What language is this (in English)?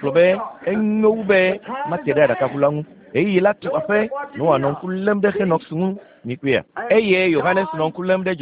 Ewe